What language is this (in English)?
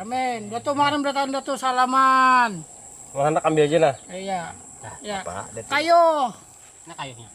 Banjar